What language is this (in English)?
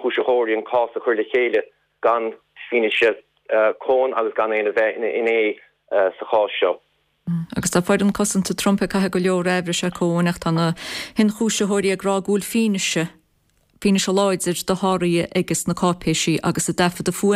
Irish